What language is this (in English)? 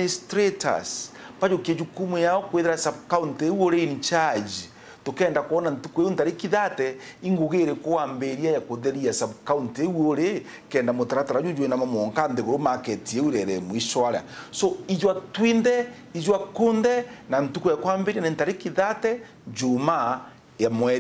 Meru